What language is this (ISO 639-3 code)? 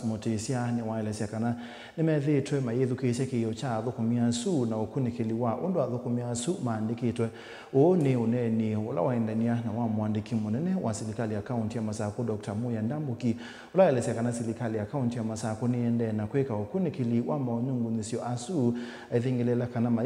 kam